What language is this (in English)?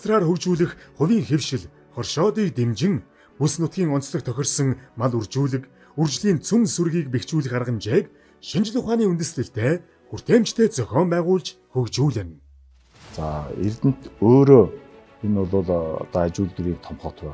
Mongolian